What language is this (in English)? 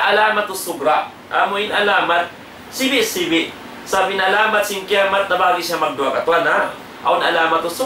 Tausug